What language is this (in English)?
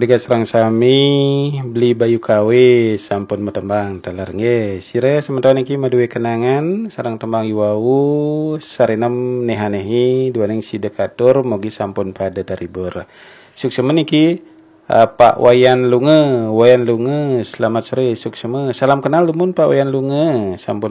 Balinese